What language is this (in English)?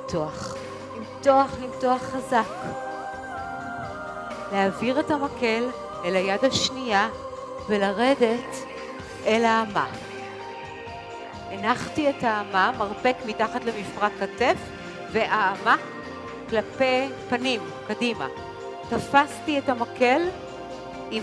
Hebrew